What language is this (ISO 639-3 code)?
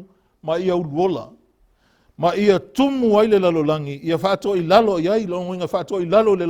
smo